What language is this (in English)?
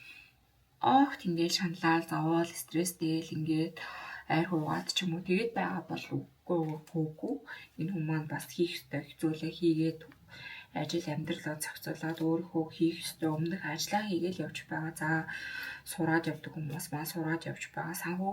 Mongolian